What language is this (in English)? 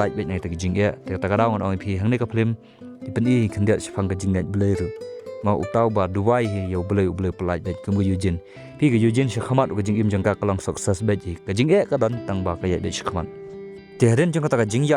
Khasi